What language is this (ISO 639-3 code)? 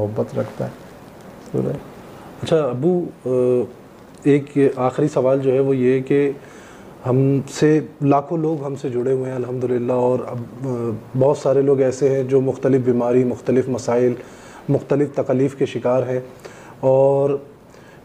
urd